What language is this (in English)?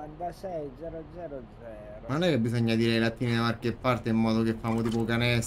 Italian